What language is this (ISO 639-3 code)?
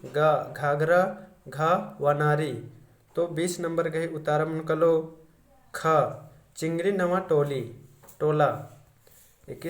kru